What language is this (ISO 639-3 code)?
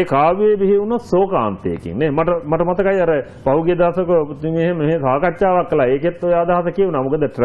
sin